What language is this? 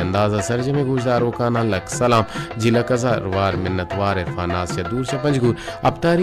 Baluchi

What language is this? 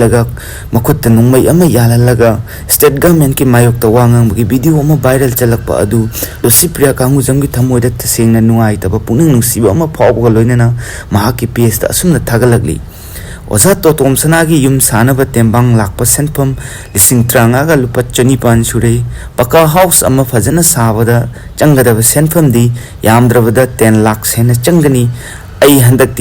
Manipuri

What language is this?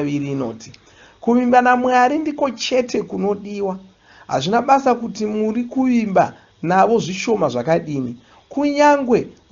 Shona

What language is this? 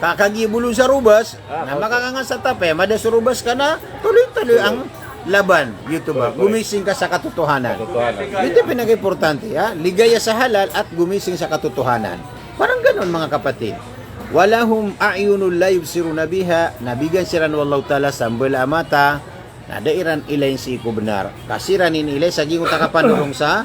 Maranao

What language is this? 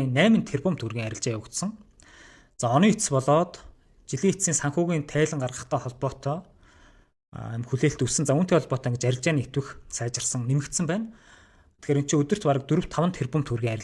Mongolian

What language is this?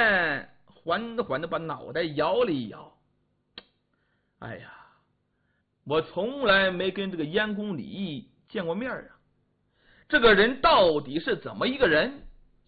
Chinese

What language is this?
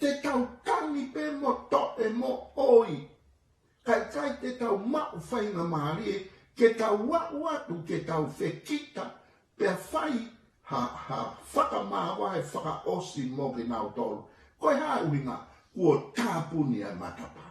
Tongan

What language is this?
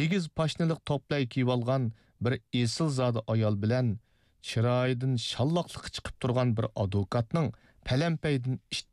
Uyghur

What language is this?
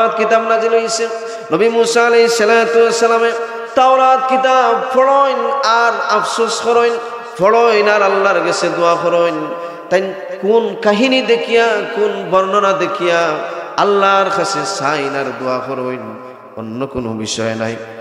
Sylheti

